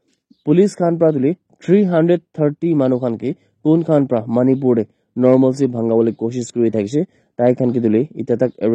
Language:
Naga Pidgin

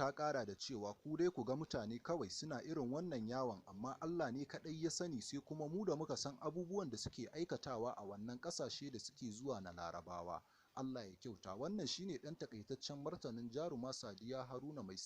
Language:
Hausa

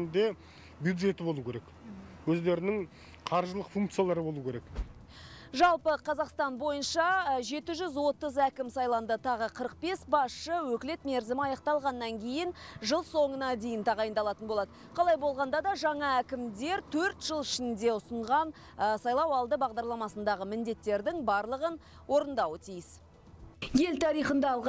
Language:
Kazakh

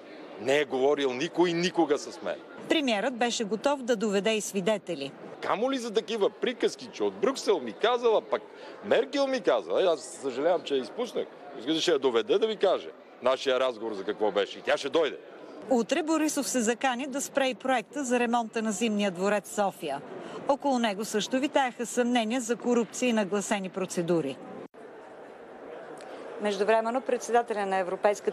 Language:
Bulgarian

